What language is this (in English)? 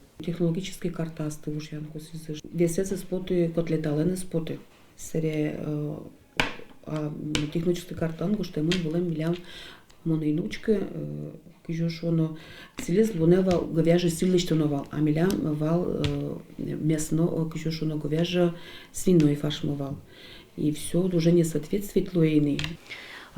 Udmurt